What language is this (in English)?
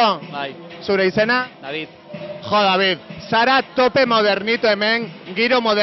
Basque